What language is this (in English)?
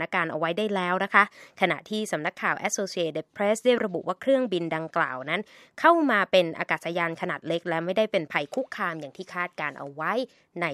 Thai